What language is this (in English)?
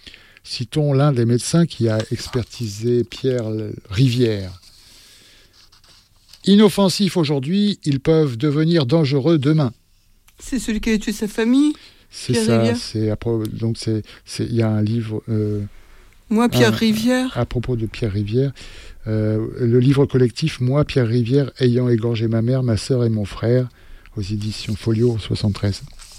French